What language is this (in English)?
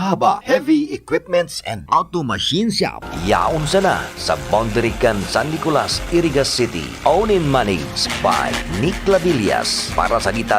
Bikol